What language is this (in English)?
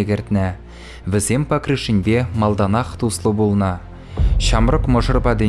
Chuvash